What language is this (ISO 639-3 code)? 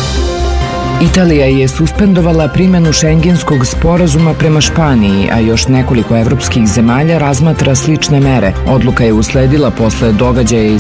srp